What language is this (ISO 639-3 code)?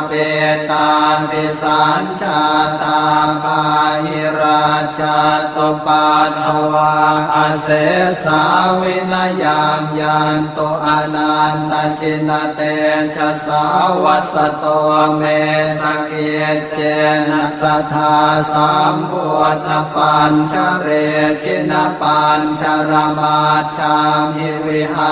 pli